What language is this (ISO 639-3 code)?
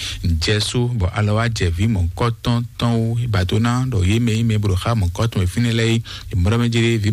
fon